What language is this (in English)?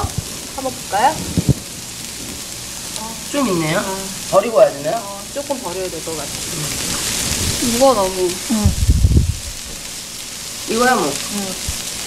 Korean